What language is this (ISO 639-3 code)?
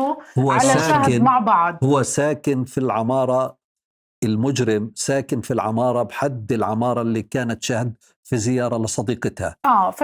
apc